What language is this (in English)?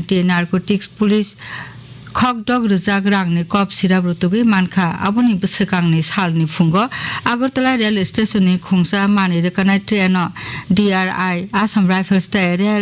Kok Borok